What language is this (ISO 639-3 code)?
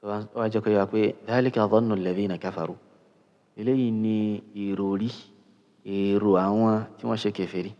yor